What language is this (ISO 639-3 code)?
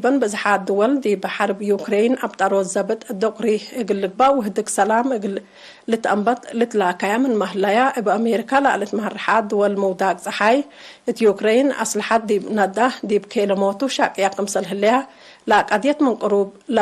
tig